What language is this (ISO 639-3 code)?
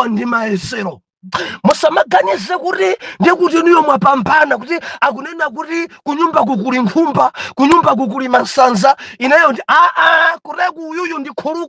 nya